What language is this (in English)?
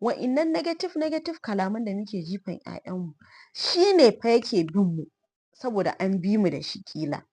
Hausa